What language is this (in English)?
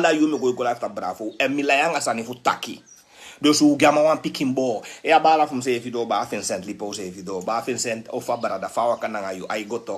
Sranan Tongo